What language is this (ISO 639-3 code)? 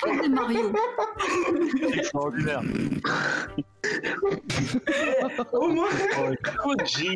fra